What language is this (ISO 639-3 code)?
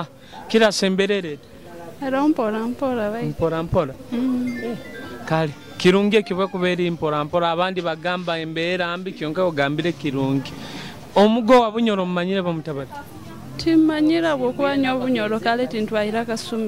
nyo